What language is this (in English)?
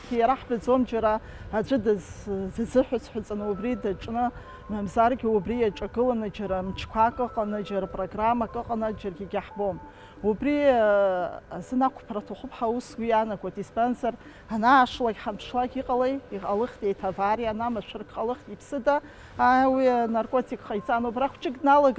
Abkhazian